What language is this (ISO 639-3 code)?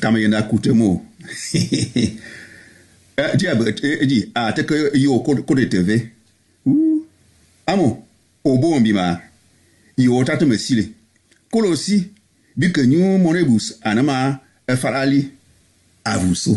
bum